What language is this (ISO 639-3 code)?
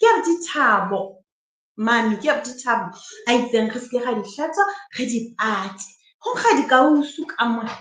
sot